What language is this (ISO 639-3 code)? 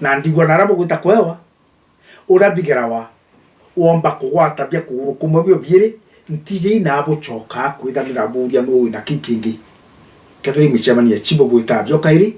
mer